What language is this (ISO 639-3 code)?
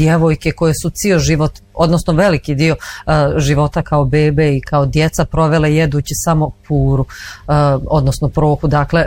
bos